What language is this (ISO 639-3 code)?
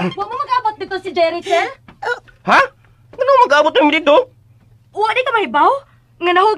ceb